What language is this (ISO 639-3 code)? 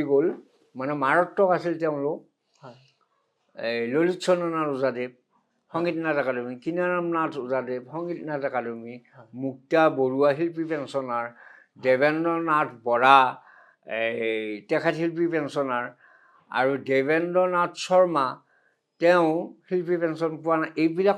asm